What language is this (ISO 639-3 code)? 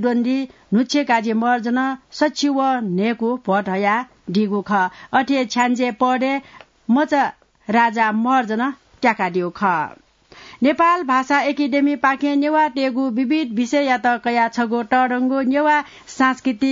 new